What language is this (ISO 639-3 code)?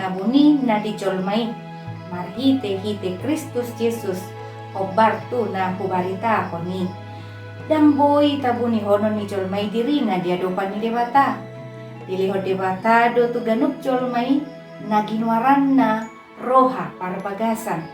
bbc